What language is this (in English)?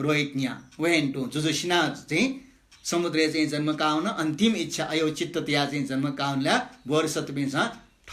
Newari